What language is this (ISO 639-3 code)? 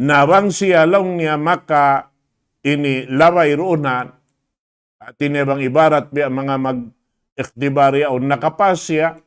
tsg